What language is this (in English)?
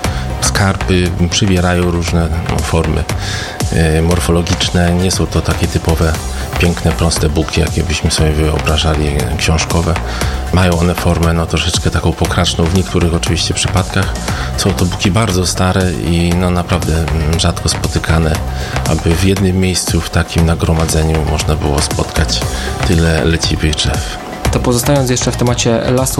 Polish